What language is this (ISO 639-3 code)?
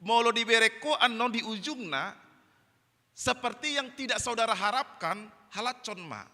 bbc